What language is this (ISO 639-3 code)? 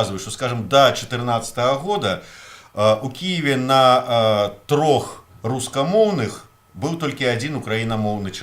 bel